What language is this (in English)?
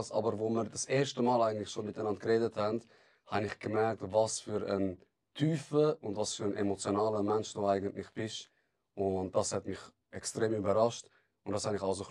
Swiss German